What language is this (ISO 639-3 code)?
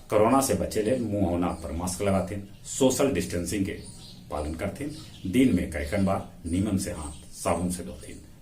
mag